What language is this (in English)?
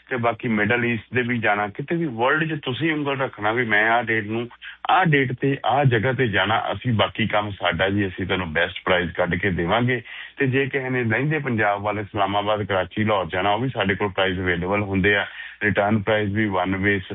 Punjabi